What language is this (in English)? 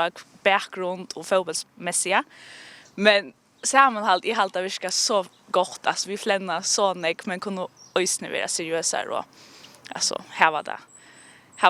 Faroese